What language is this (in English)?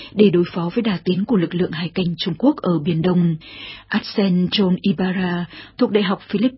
Vietnamese